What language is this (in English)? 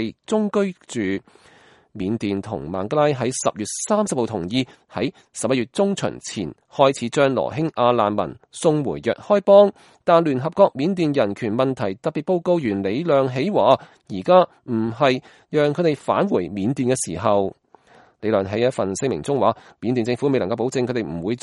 Cantonese